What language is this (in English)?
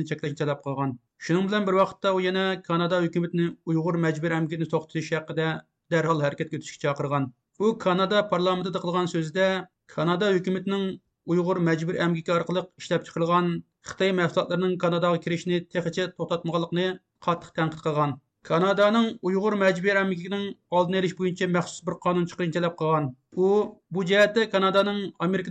Uyghur